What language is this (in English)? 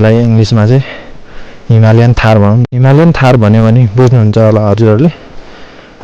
Nepali